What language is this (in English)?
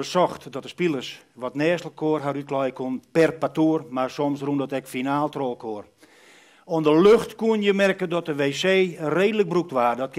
Western Frisian